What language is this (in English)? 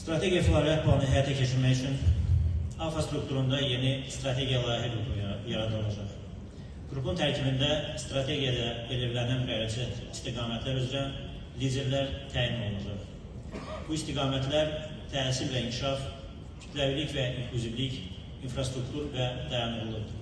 Azerbaijani